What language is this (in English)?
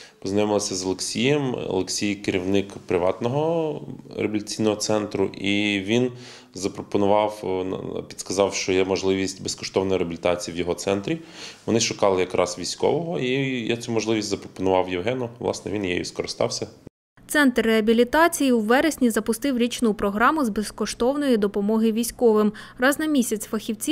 Ukrainian